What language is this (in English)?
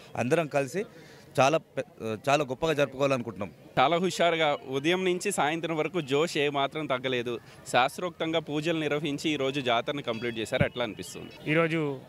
Telugu